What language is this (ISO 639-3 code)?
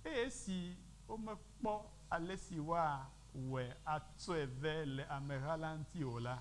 ewe